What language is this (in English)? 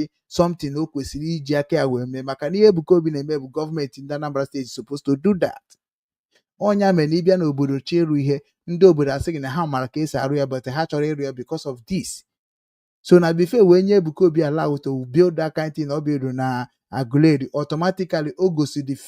Igbo